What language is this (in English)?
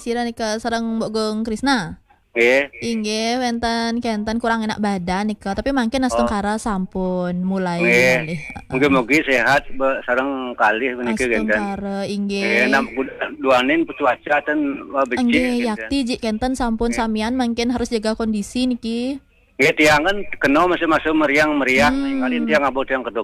Balinese